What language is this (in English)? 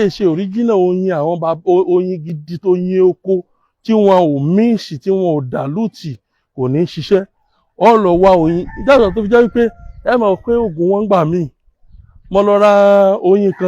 Yoruba